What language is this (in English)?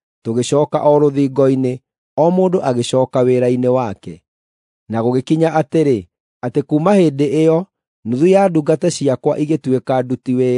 Kikuyu